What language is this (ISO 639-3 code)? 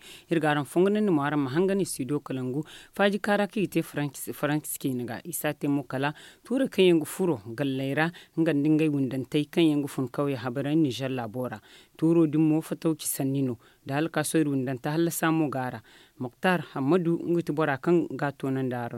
dje